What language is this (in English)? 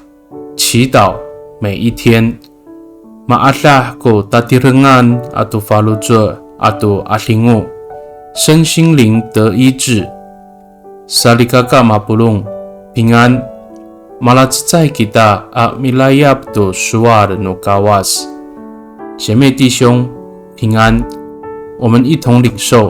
Amis